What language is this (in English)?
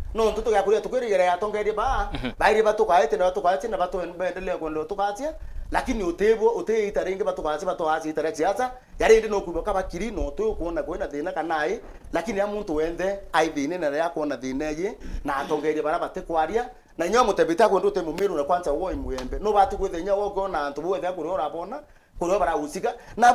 Meru